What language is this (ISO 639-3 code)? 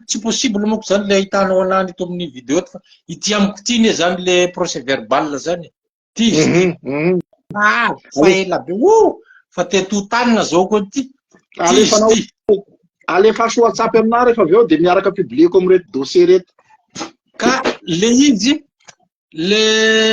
mlg